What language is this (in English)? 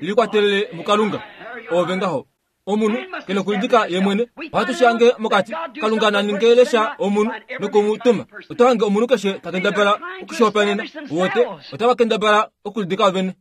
Kuanyama